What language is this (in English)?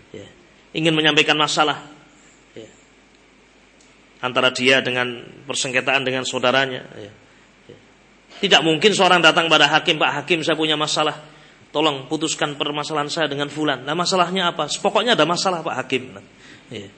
Indonesian